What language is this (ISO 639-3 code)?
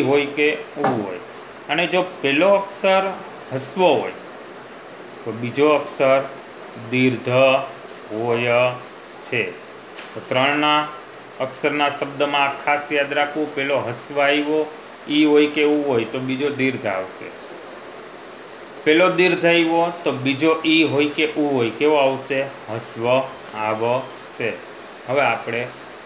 guj